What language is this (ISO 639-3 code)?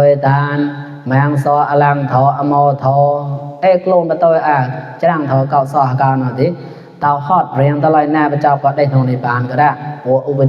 mnw